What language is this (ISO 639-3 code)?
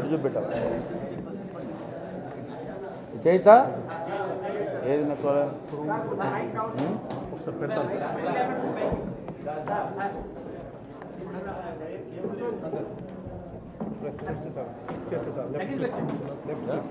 tel